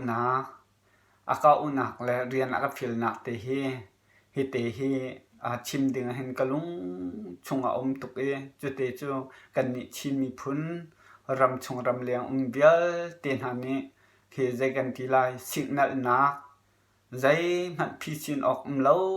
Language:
Hakha Chin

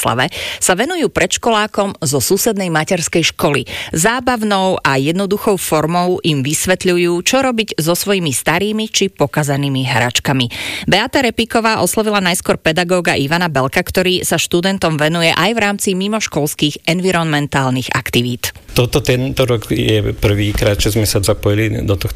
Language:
Slovak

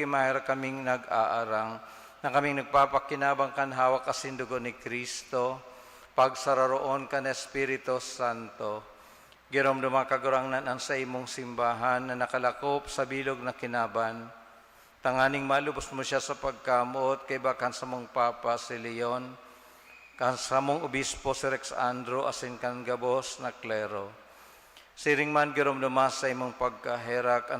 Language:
Bikol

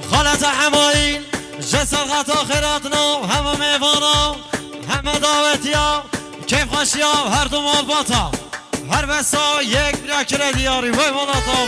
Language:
Kurdish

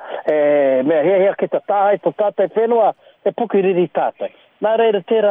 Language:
Māori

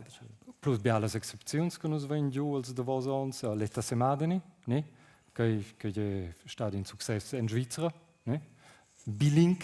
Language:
Romansh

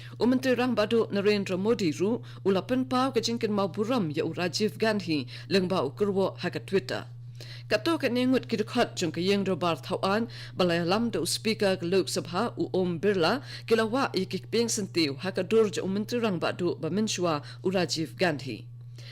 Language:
Khasi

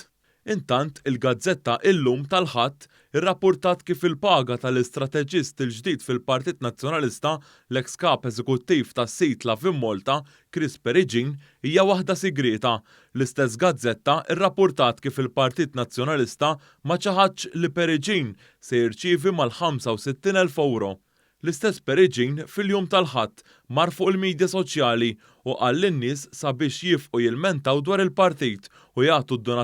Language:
Maltese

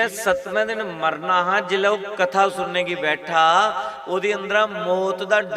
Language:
Dogri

